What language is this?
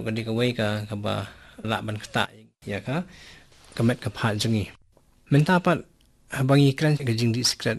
Khasi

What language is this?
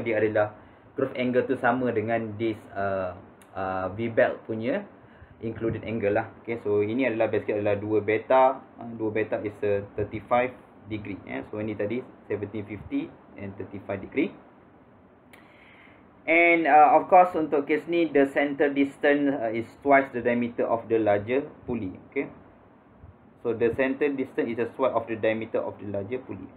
Malay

